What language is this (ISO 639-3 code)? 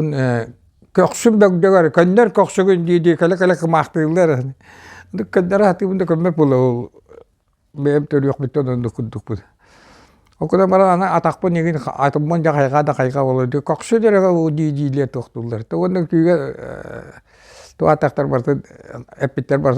sah